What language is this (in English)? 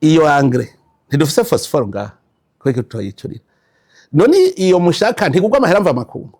Rundi